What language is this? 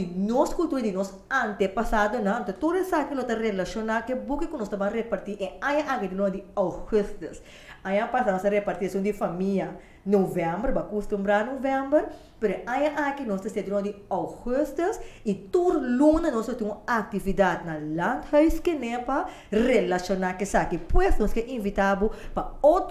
Papiamento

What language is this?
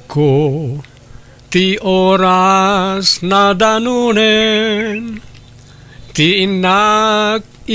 Iloko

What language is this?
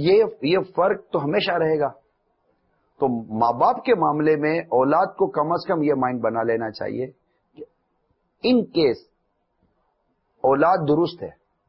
Urdu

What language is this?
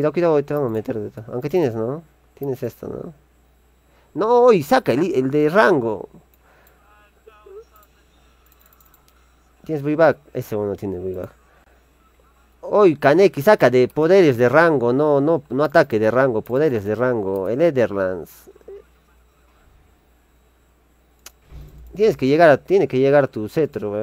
Spanish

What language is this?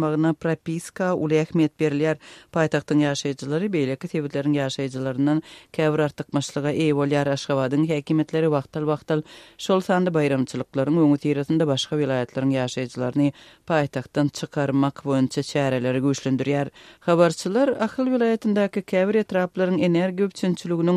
Turkmen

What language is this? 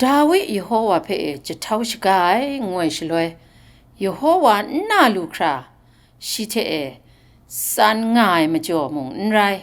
Kachin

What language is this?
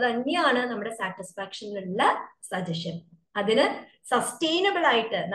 Malayalam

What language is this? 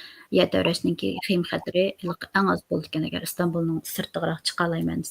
Uyghur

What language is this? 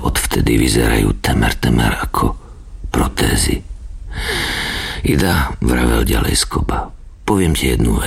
Slovak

